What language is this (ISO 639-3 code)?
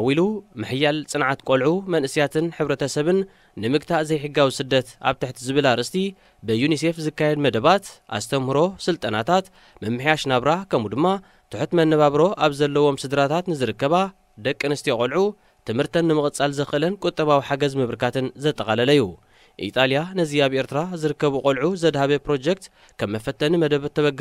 tir